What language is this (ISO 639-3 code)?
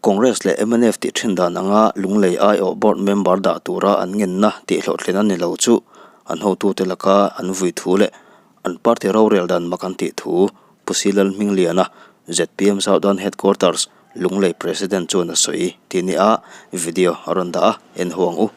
lus